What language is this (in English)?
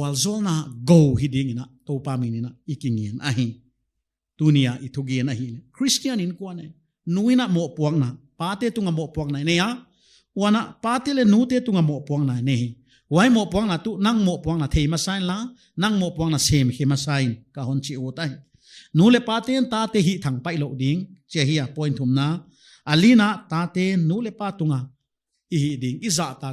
Paite Chin